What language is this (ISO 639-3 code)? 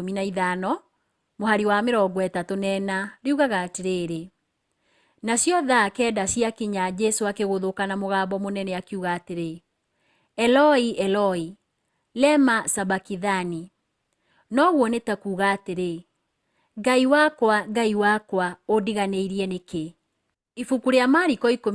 kik